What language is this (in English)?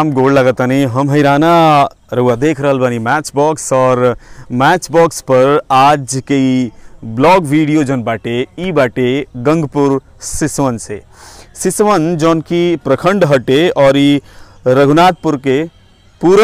Bhojpuri